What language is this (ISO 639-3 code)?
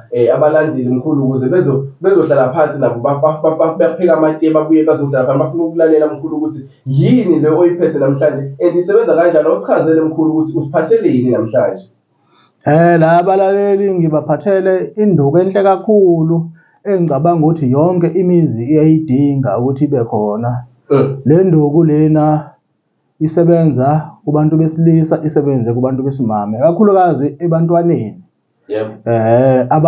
zul